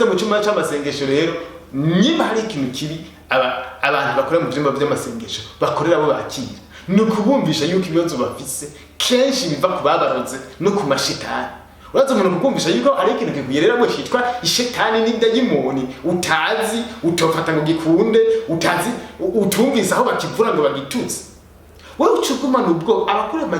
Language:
Rundi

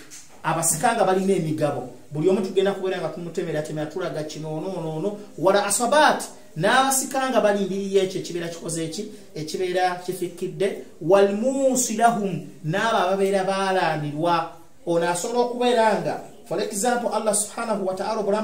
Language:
Ganda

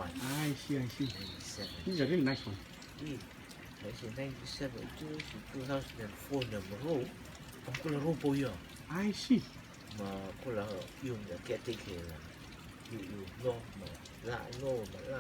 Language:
Rotuman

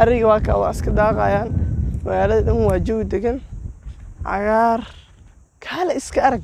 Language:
Somali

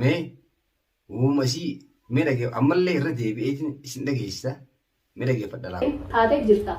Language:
Oromo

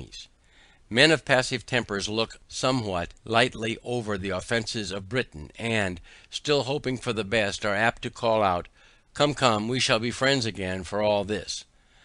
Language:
English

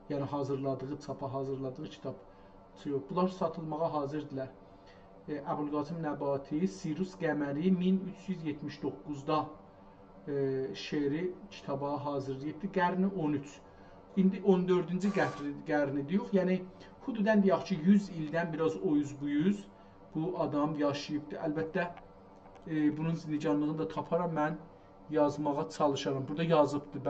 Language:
South Azerbaijani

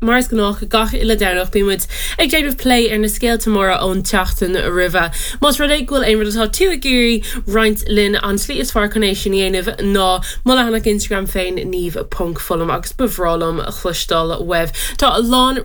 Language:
Irish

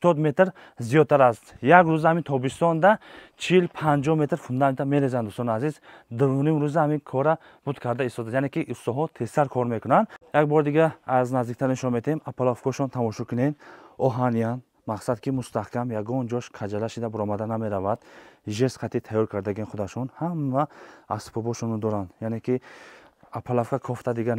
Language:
Tajik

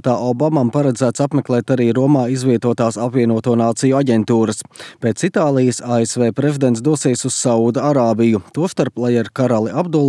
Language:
Latvian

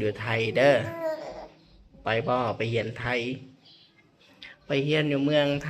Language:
Lao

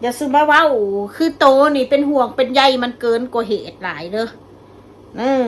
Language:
Northeastern Thai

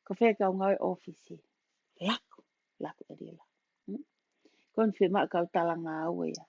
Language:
Tongan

